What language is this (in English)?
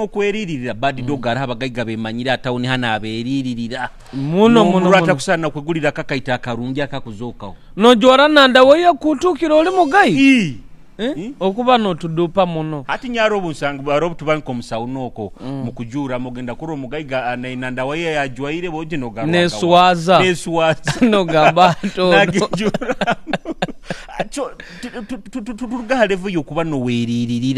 Nyoro